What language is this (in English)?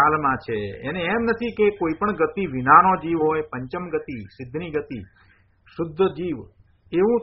Gujarati